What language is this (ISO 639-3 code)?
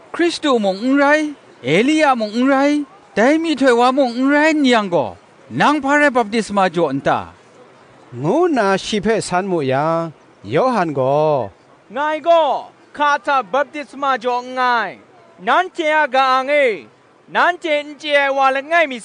kac